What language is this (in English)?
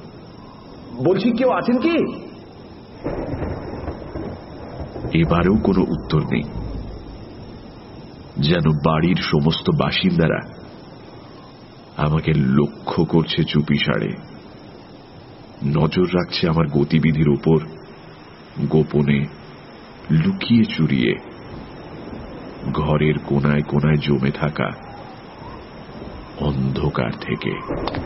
Bangla